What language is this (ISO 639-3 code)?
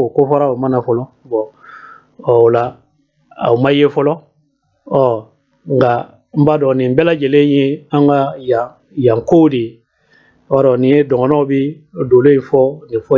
bam